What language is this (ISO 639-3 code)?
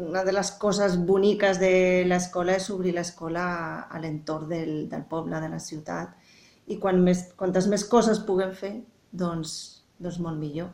cat